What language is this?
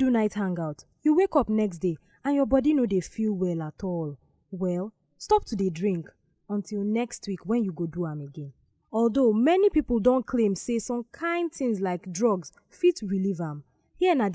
Nigerian Pidgin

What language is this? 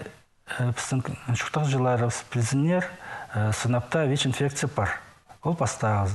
Khakas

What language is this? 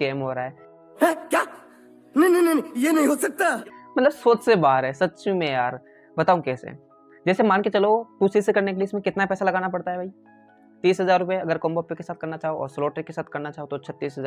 Hindi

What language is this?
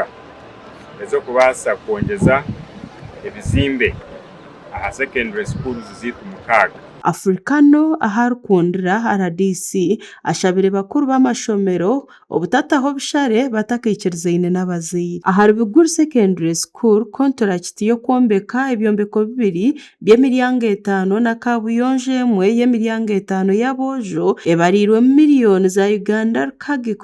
Nyankole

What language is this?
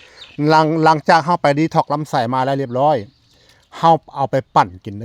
Northeastern Thai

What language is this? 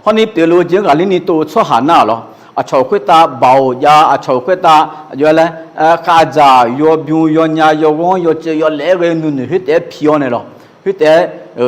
Akha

